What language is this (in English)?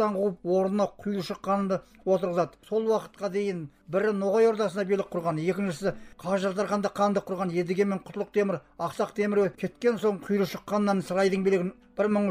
Kazakh